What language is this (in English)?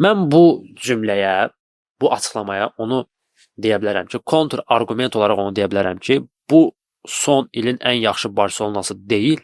Azerbaijani